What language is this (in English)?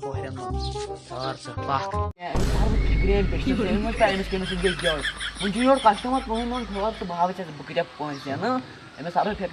Kashmiri